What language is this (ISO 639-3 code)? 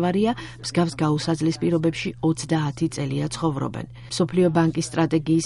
kat